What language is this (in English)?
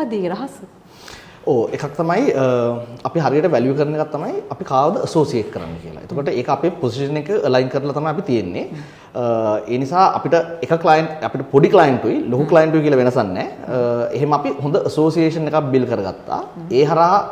Sinhala